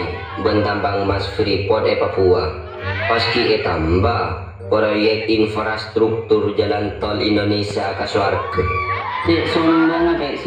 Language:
Madurese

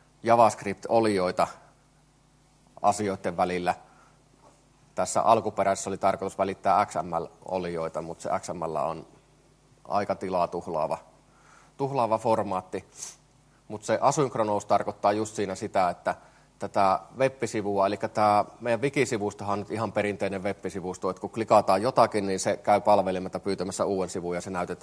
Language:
Finnish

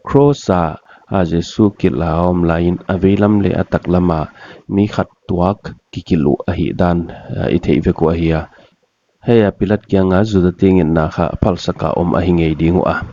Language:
Paite Chin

